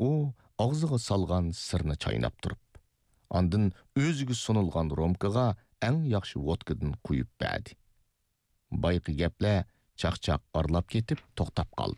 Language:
Uyghur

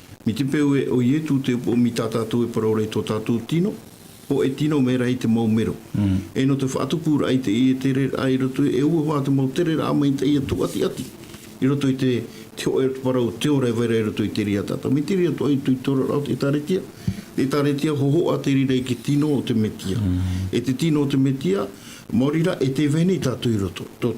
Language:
Tahitian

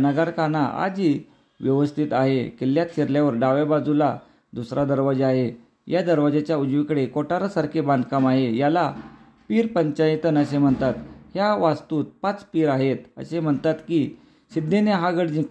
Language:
Marathi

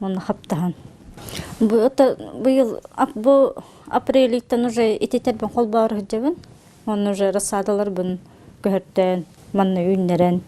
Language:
Yakut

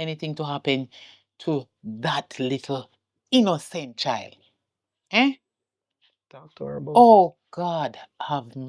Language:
Jamaican Creole English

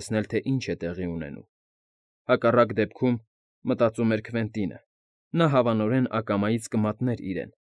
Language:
Armenian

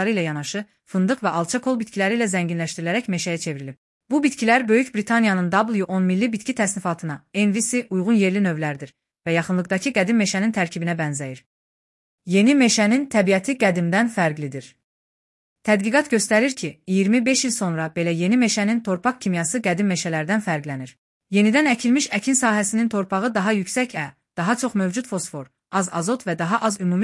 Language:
Azerbaijani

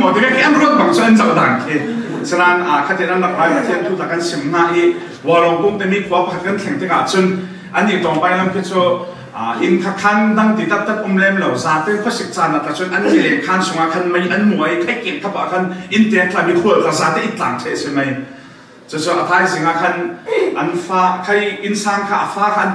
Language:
Falam Chin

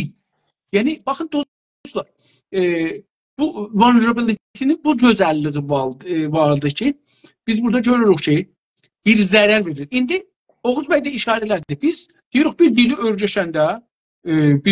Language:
South Azerbaijani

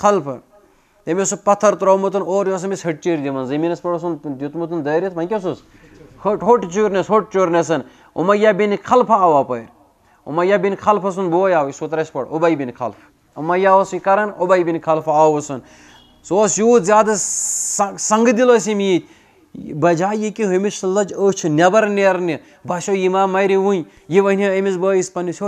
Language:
Kashmiri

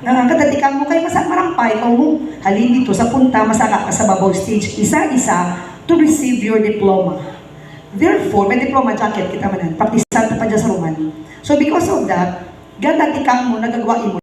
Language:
Hiligaynon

